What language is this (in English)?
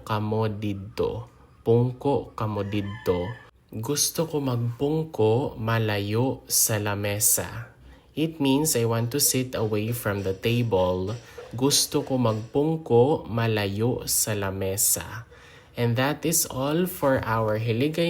Hiligaynon